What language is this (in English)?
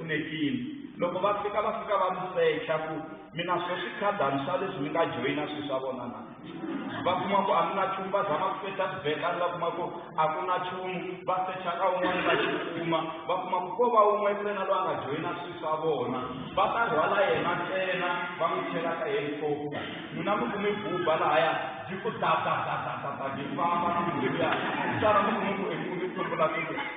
Tsonga